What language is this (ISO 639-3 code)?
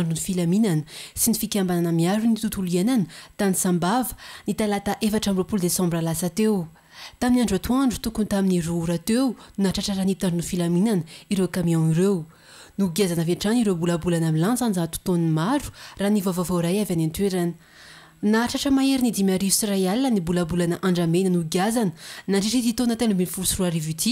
mlg